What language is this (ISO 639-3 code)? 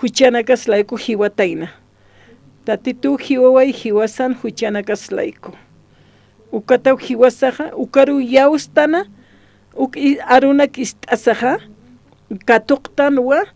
aym